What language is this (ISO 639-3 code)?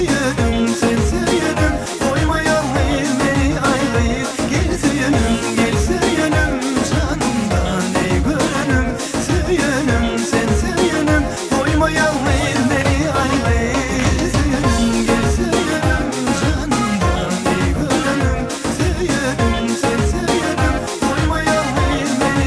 tuk